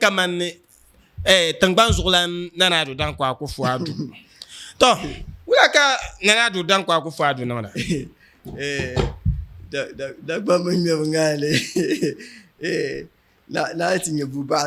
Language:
Dagbani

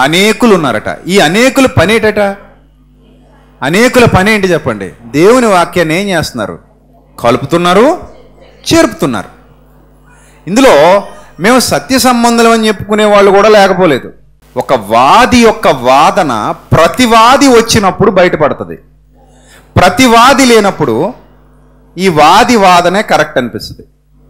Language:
Telugu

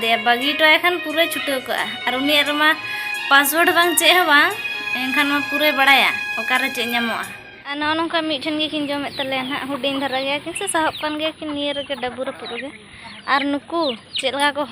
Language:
Santali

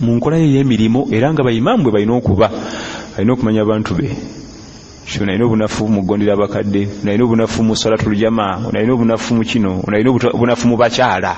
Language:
Ganda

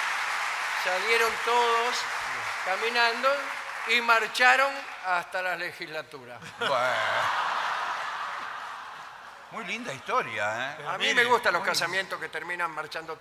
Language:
Spanish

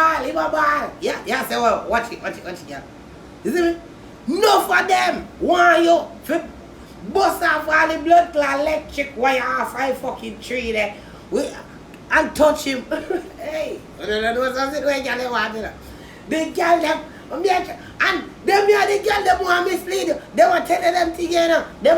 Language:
Jamaican Creole English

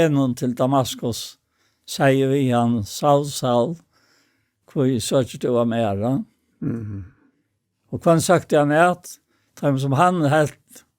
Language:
Faroese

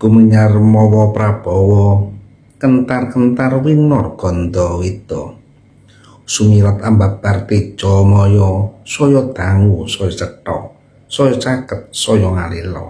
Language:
Javanese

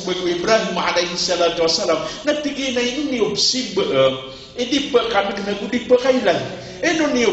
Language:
Maranao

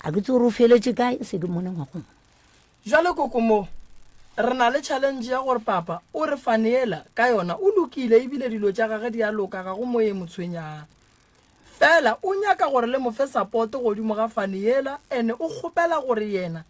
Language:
Northern Sotho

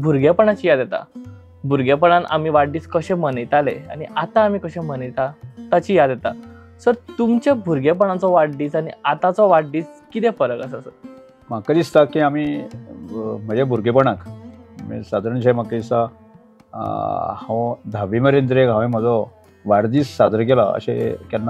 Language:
Konkani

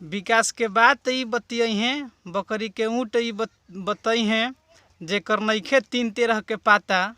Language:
Bhojpuri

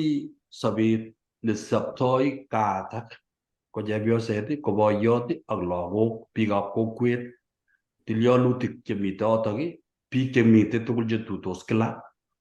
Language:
Kalenjin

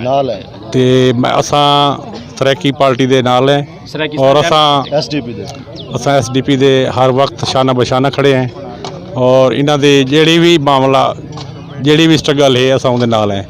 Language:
Saraiki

